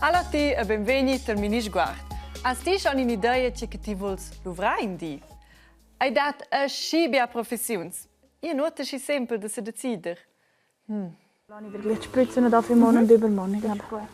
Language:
Romansh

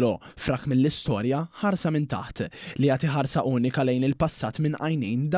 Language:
Maltese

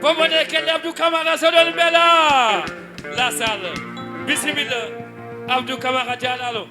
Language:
Fula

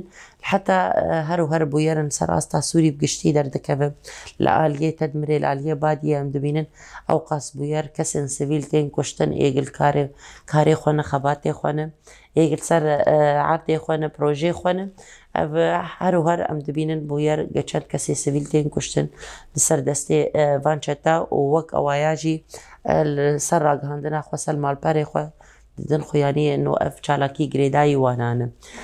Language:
Kurdish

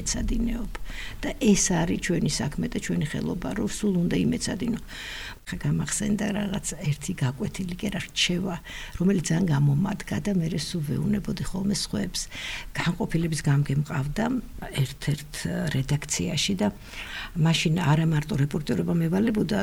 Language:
Georgian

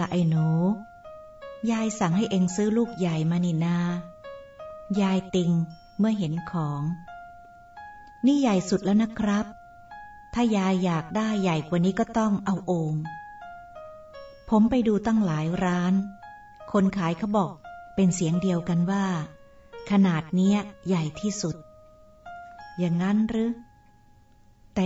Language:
Thai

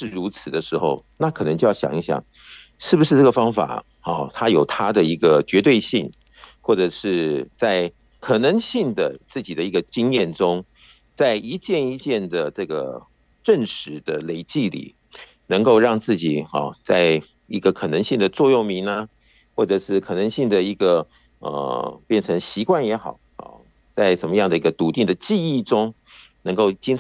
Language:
Chinese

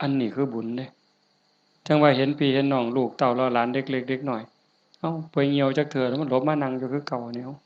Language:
Northeastern Thai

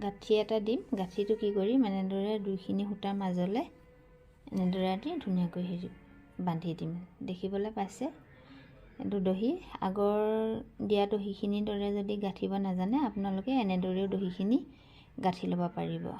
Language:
Assamese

